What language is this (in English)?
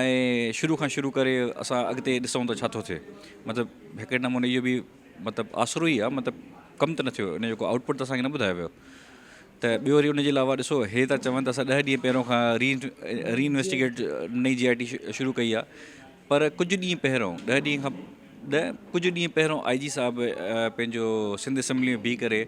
Sindhi